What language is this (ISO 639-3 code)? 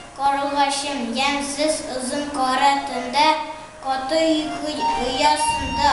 tat